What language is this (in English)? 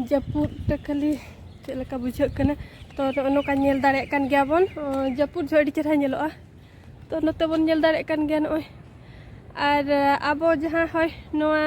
Santali